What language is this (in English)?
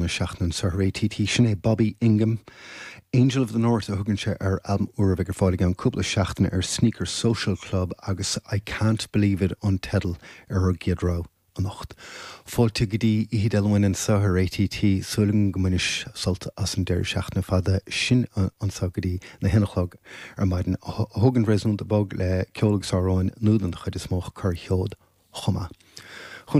Irish